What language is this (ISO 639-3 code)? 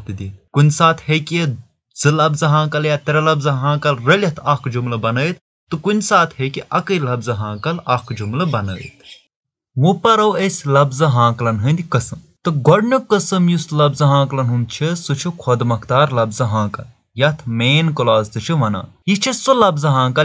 kas